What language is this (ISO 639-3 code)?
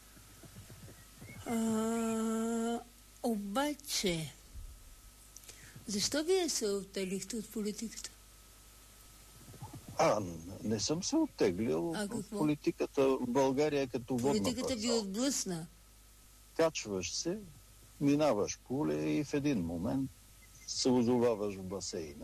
bul